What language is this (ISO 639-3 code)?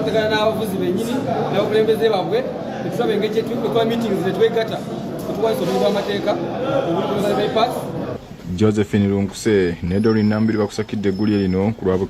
lug